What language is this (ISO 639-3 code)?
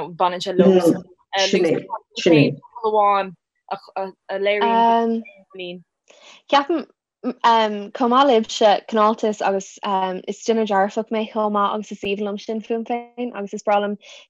gle